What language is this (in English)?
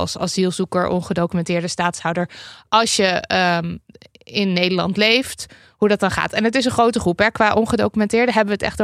Dutch